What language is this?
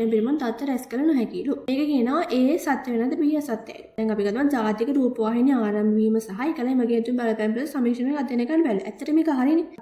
Sinhala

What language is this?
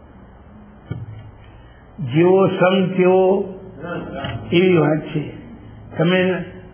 Gujarati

